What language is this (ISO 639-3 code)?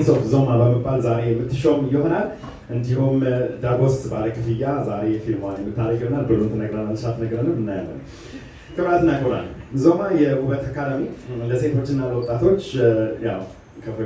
amh